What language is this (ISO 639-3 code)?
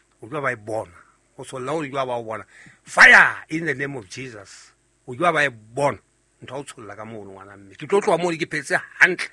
sot